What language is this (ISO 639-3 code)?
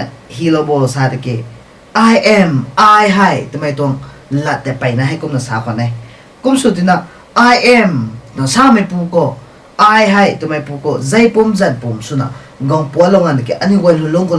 nbu